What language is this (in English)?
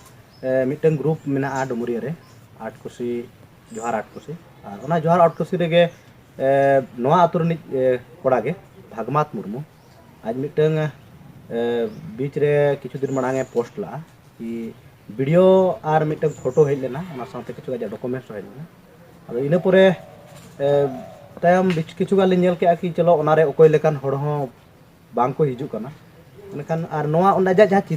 Santali